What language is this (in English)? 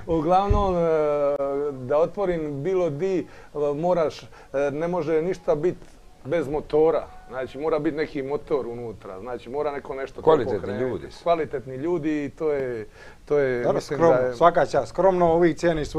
Croatian